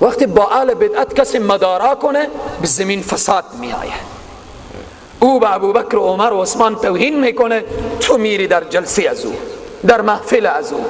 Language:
Persian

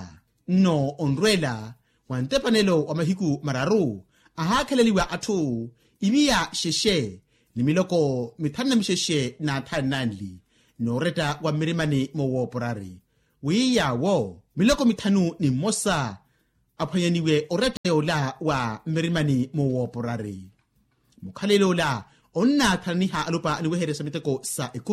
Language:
Makhuwa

